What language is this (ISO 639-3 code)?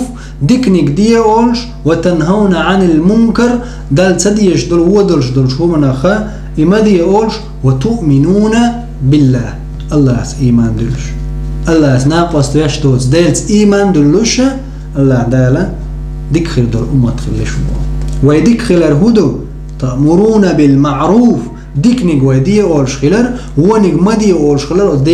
che